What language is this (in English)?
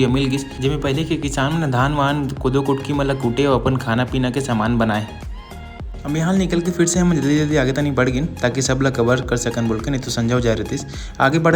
Chhattisgarhi